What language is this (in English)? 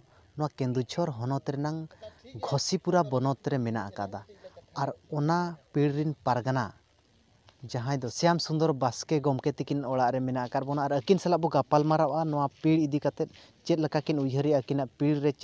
Santali